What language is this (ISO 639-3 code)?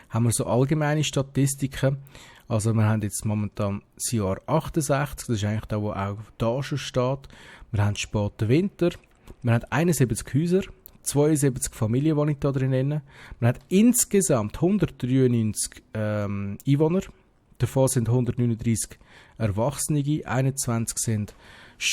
gsw